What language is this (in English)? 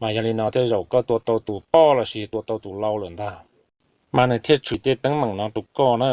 Hmong